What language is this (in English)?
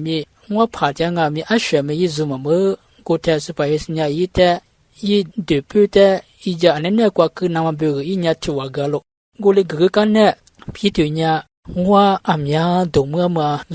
Lisu